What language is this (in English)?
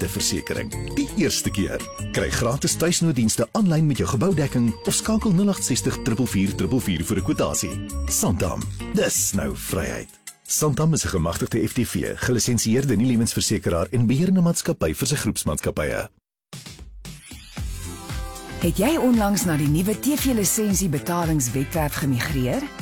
Afrikaans